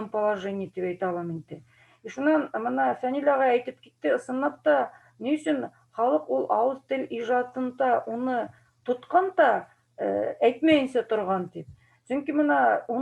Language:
Bashkir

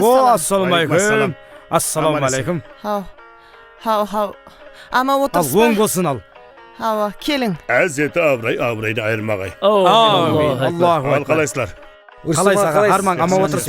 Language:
Kara-Kalpak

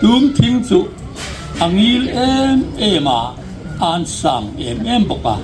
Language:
Hmar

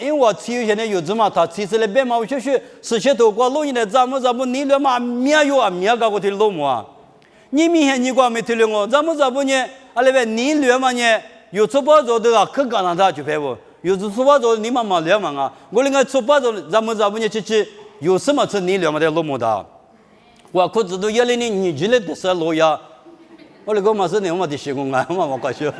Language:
Lisu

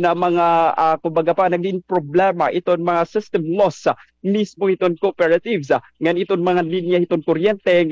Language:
Waray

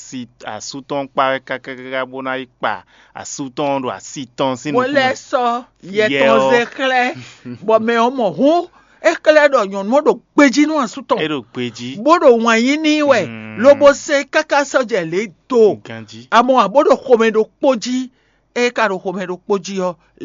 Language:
Fon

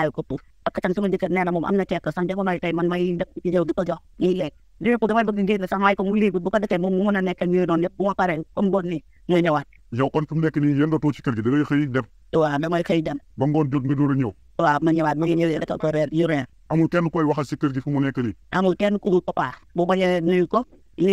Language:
Wolof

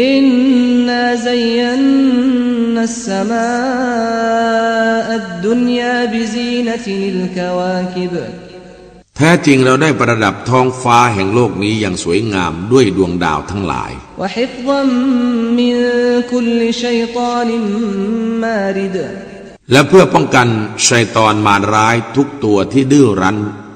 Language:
Thai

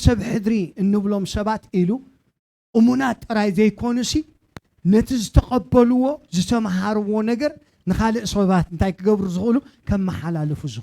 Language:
Tigrinya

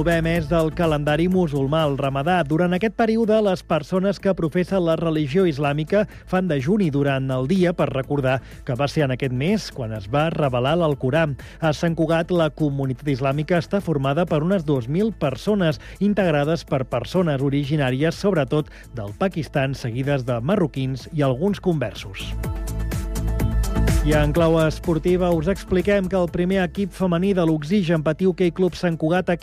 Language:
Catalan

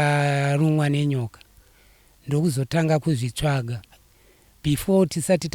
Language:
Shona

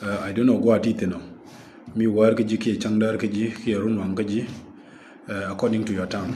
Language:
Nuer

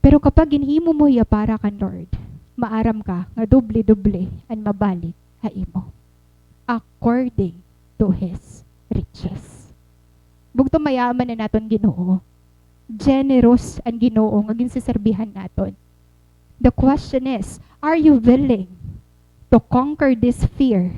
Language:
Waray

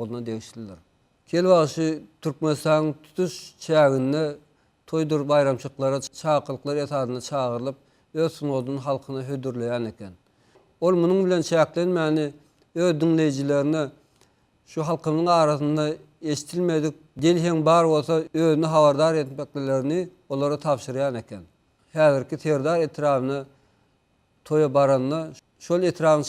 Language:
Turkmen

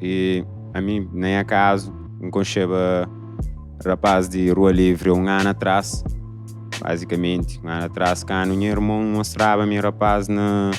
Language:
Kabuverdianu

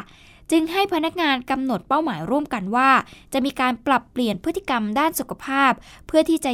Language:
Thai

